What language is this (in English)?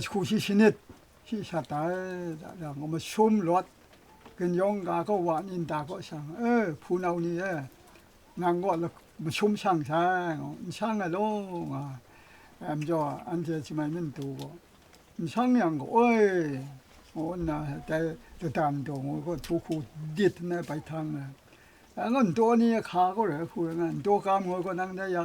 Kachin